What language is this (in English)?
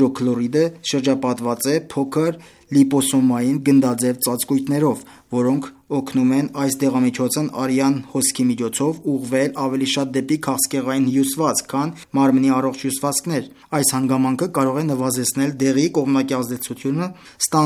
Armenian